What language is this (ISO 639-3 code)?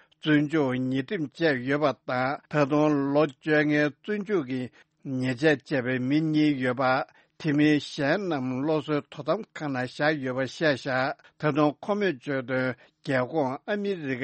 bod